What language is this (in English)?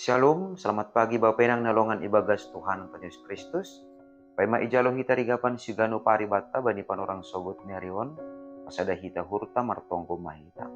Batak Simalungun